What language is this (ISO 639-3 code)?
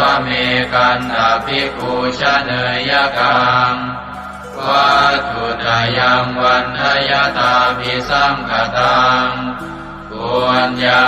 pli